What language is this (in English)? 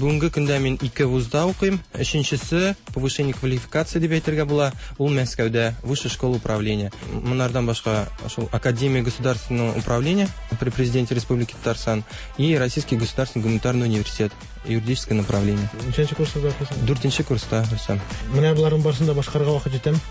Tatar